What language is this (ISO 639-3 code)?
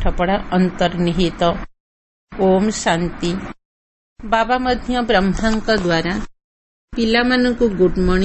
ori